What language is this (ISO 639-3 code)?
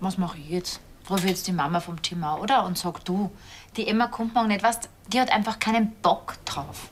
bar